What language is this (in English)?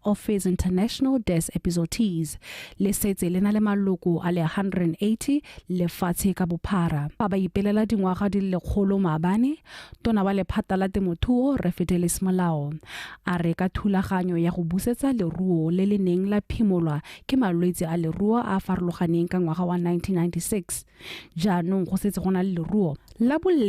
Tswana